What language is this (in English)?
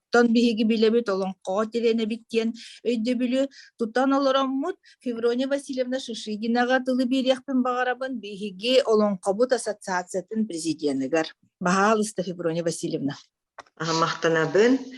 Yakut